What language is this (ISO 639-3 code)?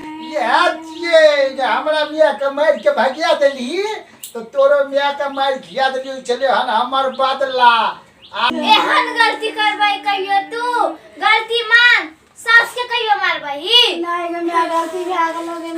mai